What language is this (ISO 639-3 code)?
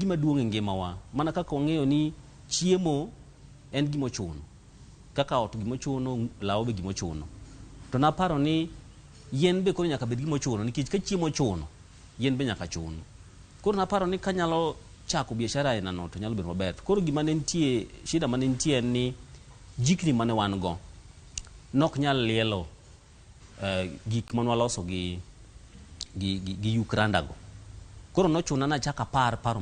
luo